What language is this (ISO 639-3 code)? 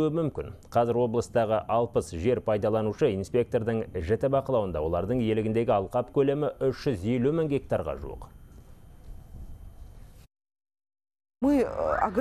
kaz